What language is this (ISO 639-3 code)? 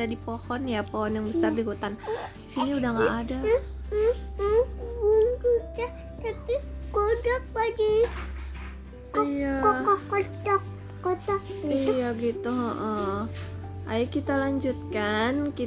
ind